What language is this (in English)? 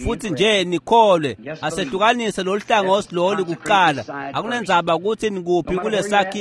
Swati